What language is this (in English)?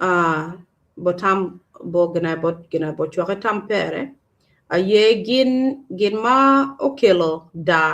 Acoli